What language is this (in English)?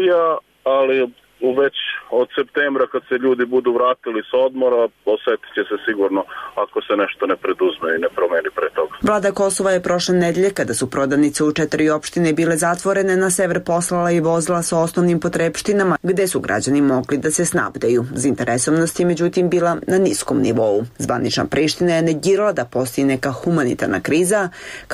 Serbian